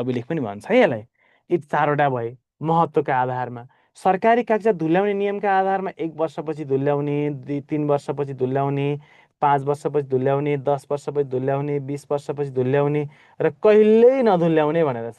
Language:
Nepali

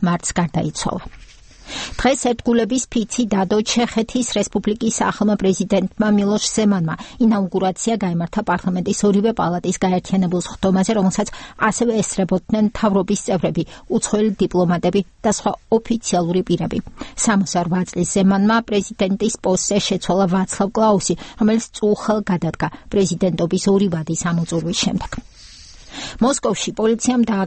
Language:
Georgian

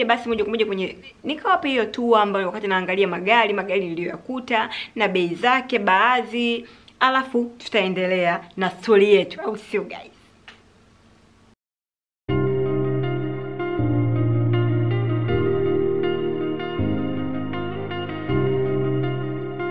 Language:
Swahili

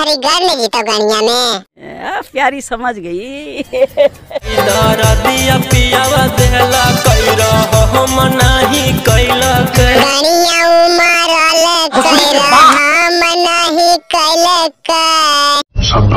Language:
Magahi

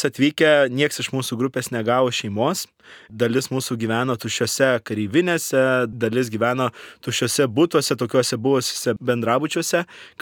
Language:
Lithuanian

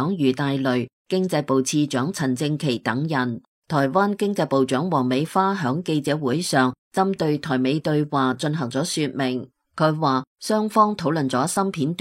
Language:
Cantonese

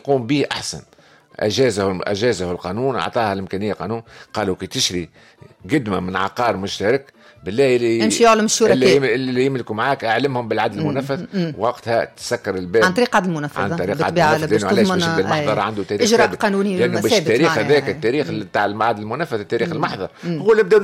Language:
Tunisian Arabic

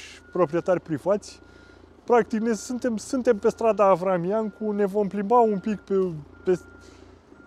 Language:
Romanian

